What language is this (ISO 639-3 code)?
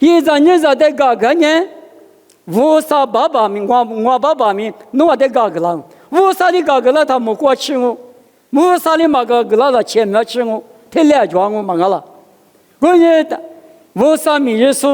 lis